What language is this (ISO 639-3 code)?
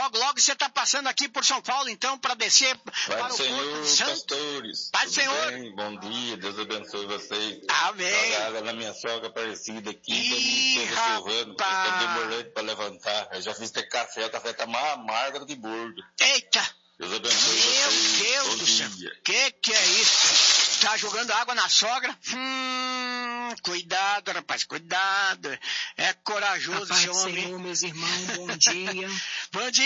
por